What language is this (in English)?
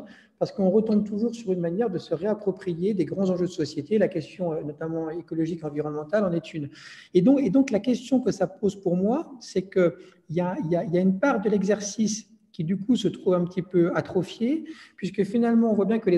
French